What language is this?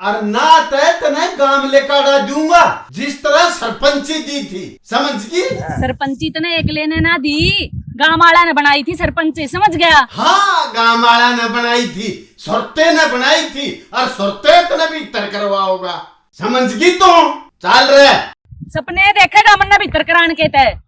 Haryanvi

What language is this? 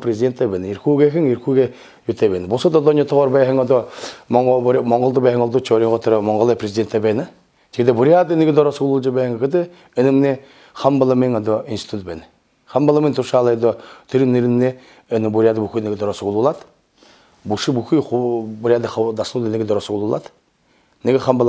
Buriat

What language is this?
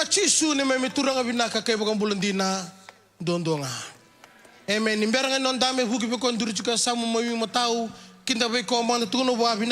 Fijian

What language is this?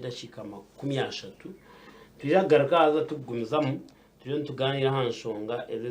Nyankole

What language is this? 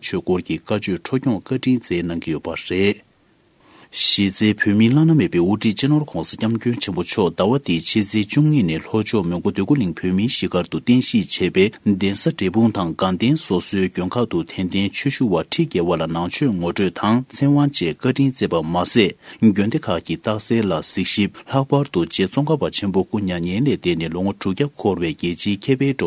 Tibetan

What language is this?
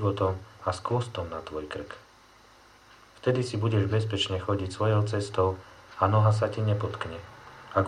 Slovak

